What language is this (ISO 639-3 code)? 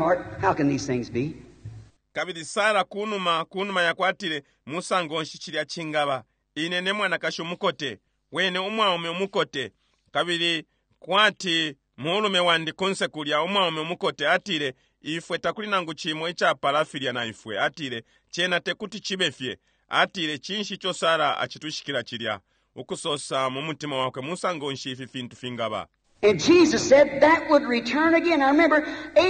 bem